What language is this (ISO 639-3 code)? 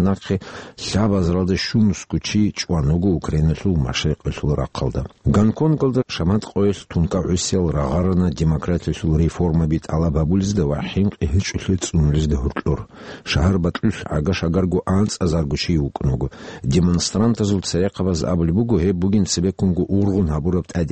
ava